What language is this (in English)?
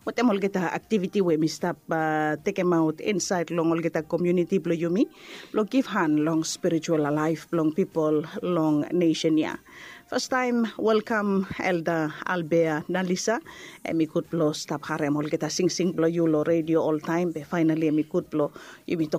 Bislama